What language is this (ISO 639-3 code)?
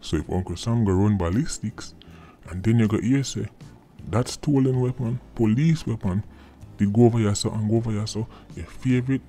jam